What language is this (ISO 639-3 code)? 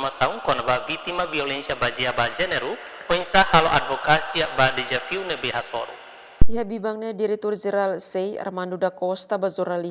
tet